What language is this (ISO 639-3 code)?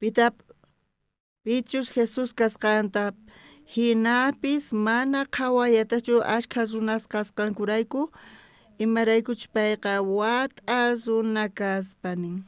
quh